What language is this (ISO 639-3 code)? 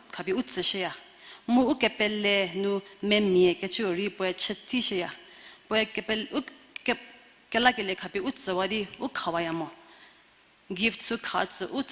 njm